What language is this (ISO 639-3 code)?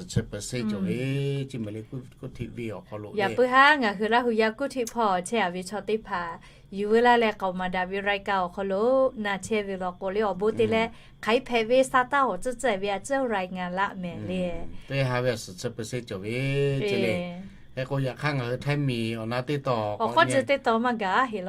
lhu